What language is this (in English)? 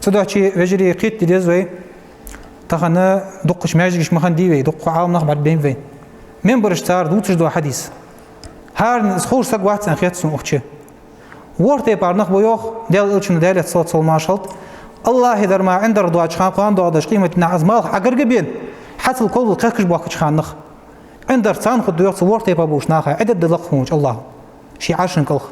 Ingush